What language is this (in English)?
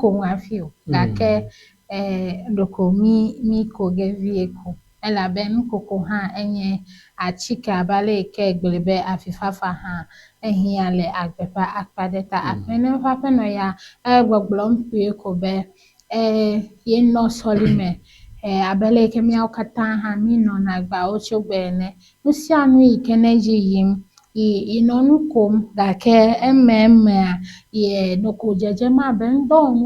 Ewe